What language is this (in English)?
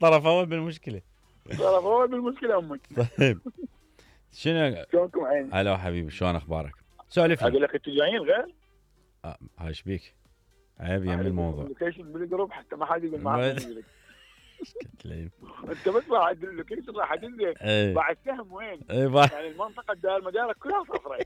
Mesopotamian Arabic